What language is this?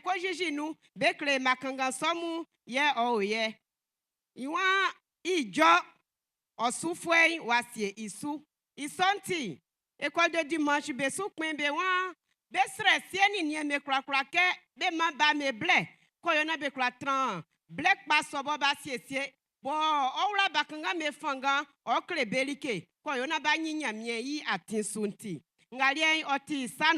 Baoulé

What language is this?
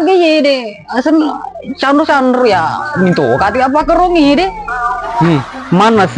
Buginese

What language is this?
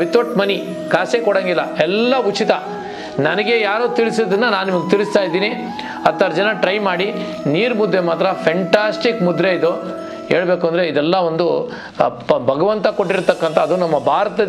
Kannada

